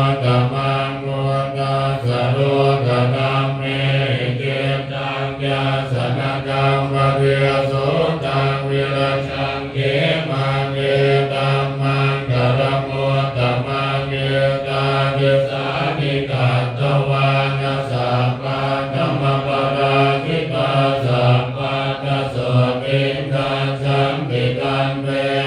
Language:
Pali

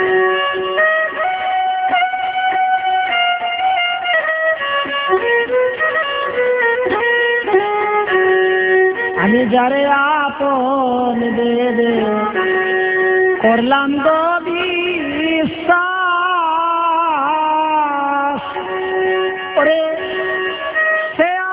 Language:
Bangla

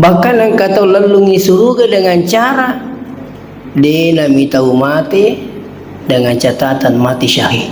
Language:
Buginese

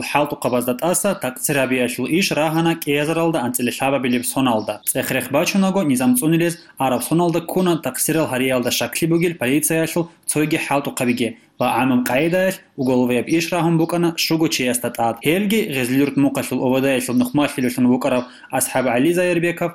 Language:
Avaric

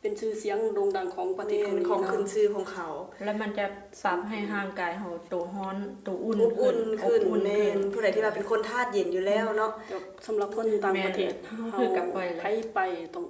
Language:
Lao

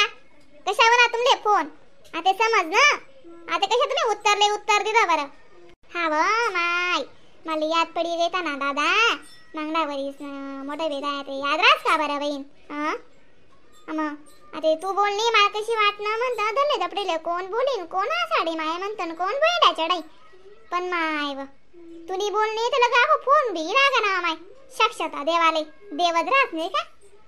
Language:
Khandesi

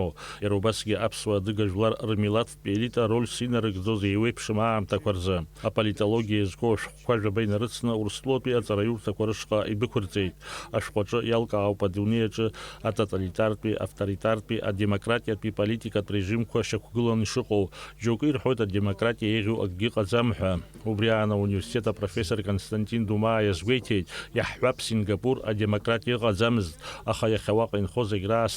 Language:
Abkhazian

